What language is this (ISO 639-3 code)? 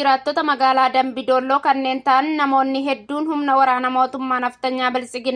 orm